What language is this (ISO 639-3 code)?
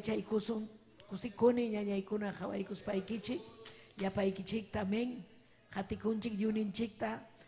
quy